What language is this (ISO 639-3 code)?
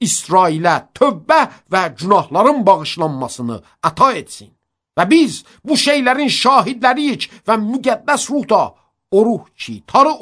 aze